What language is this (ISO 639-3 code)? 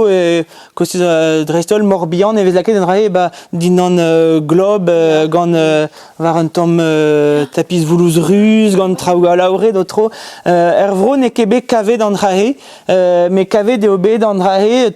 bre